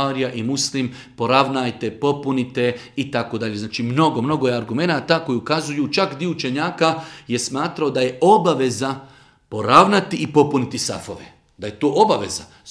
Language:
Bosnian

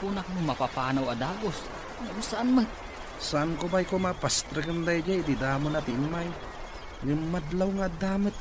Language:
Iloko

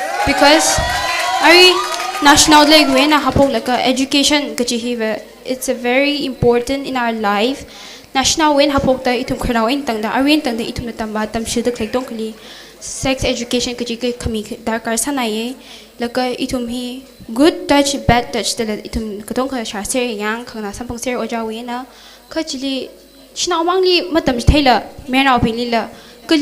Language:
Tangkhul Naga (India)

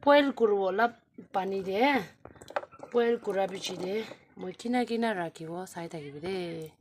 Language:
Naga Pidgin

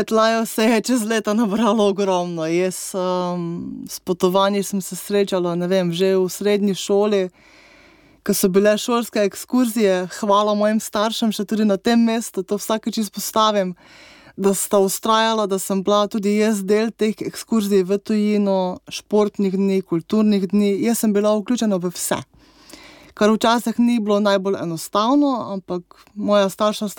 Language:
Slovenian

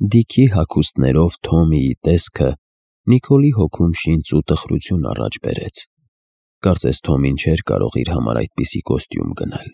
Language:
Armenian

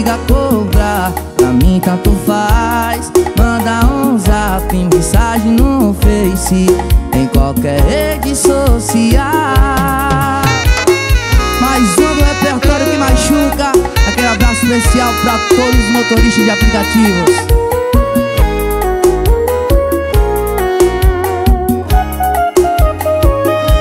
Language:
Portuguese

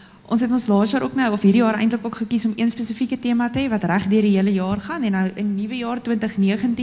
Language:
Afrikaans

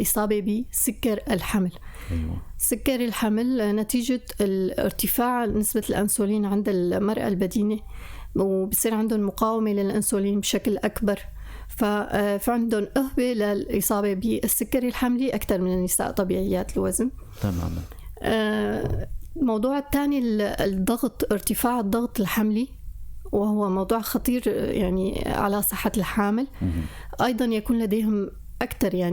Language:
North Levantine Arabic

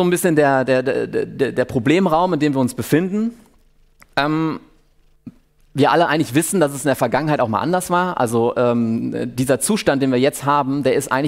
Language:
German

